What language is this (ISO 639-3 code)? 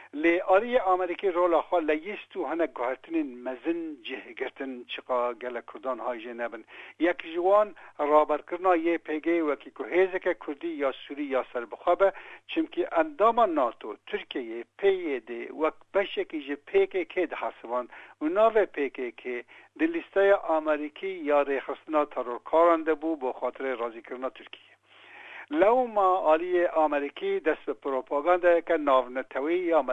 kur